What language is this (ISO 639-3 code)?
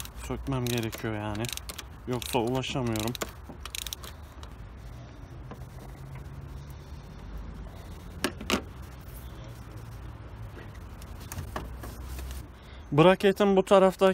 tur